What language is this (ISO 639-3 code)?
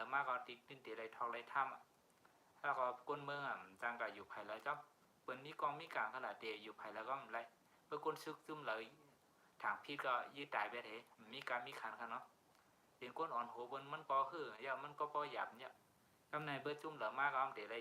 shn